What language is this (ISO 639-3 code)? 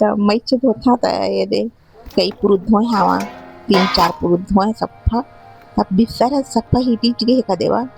hne